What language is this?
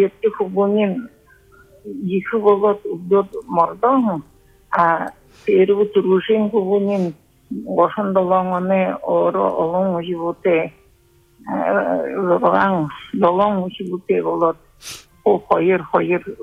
Buriat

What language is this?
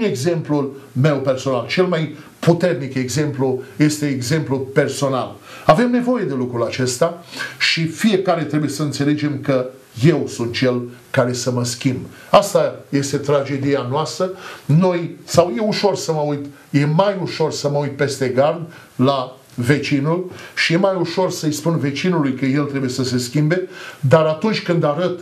Romanian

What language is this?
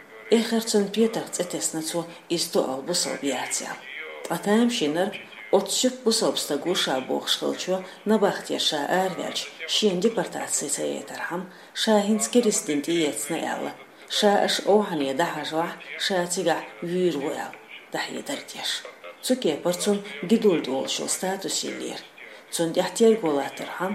Chechen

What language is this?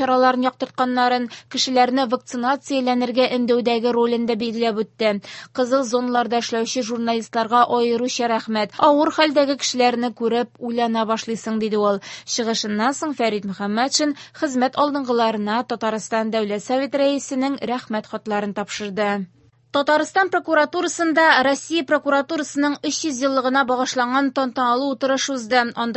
Tatar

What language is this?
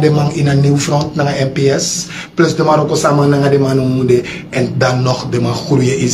Sranan Tongo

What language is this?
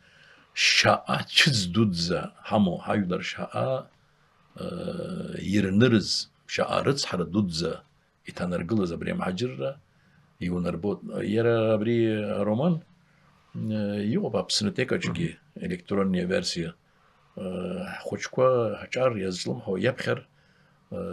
Abkhazian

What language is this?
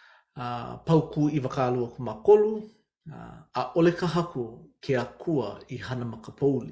Hawaiian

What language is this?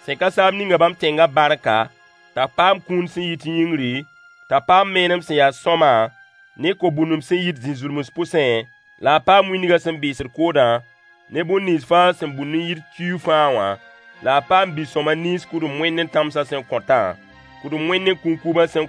Mossi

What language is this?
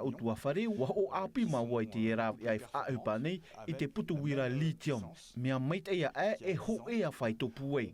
Tahitian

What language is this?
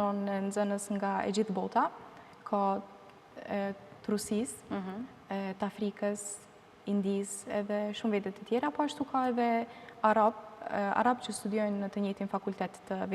Albanian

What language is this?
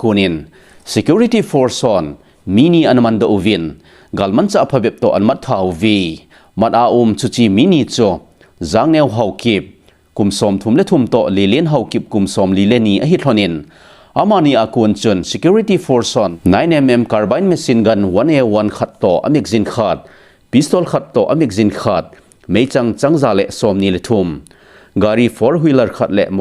Thado Chin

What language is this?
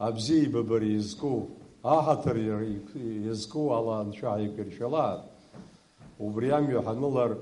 Abkhazian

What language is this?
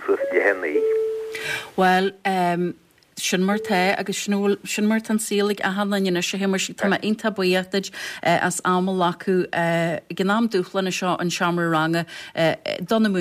Irish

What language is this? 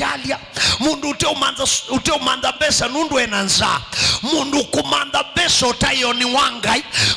Kamba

